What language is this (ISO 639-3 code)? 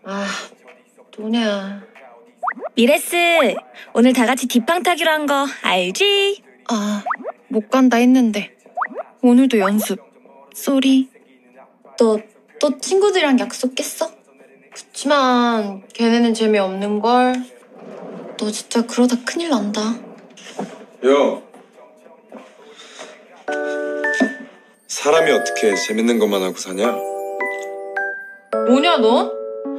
kor